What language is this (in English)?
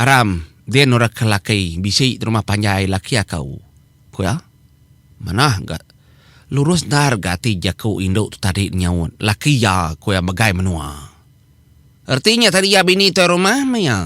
Iban